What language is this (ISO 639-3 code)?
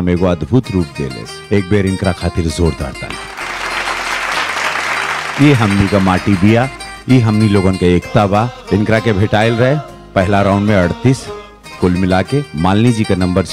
bho